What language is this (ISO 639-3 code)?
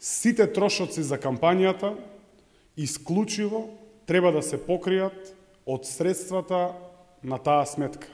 mkd